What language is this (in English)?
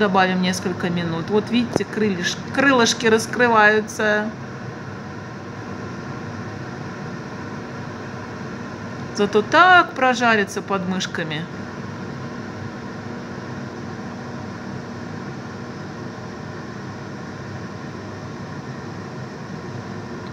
Russian